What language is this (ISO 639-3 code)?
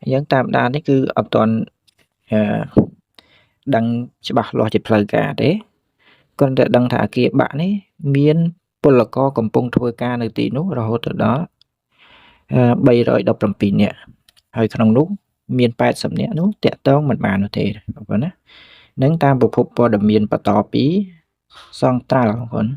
khm